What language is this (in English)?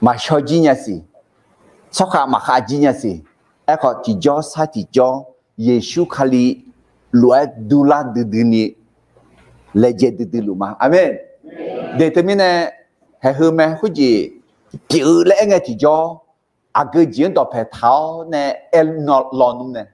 Akha